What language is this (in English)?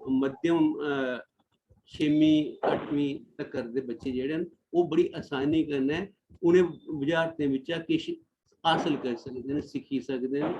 Dogri